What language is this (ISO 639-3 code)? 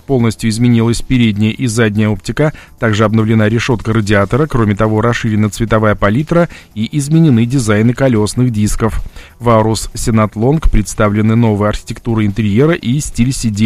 rus